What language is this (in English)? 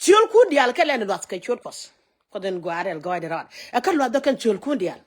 Nuer